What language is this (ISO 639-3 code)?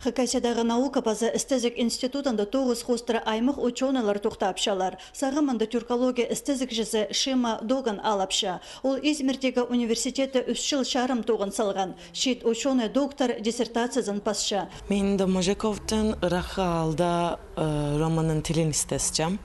kjh